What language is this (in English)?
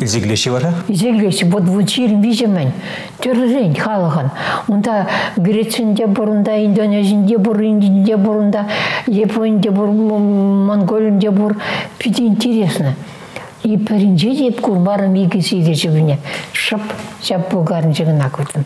Chuvash